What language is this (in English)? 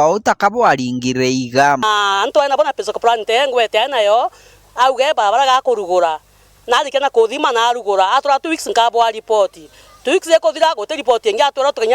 Meru